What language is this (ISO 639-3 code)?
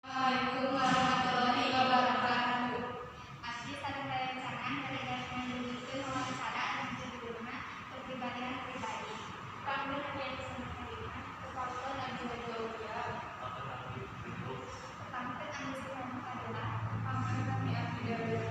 sun